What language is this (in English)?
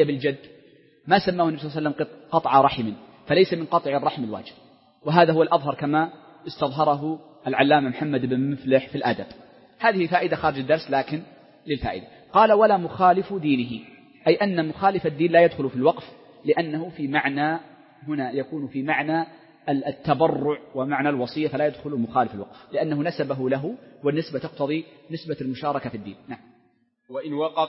Arabic